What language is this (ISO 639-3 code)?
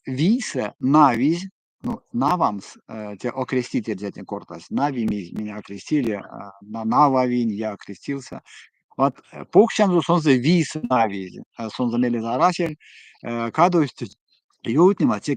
myv